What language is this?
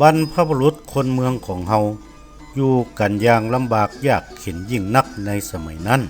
Northern Thai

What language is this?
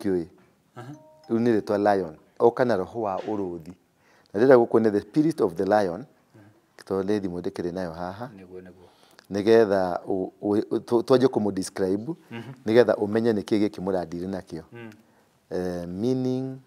Kikuyu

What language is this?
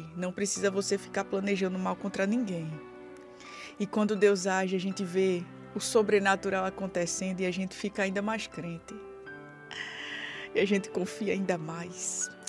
Portuguese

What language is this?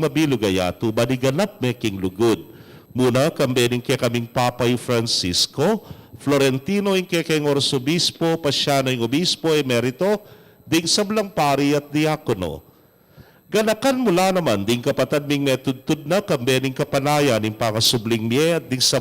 Pampanga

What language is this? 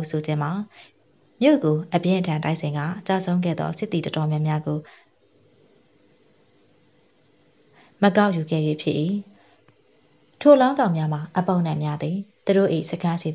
Burmese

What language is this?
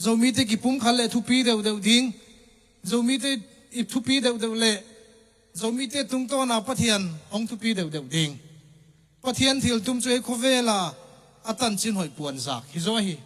Tedim Chin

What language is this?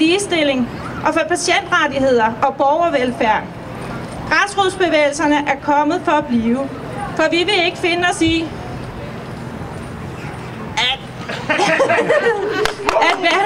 Danish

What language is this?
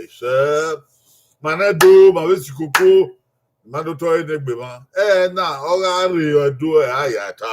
Bini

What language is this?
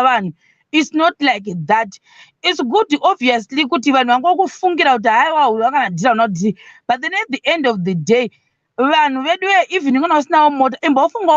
Shona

